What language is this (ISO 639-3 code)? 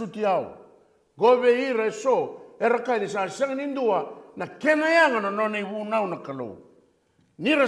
fij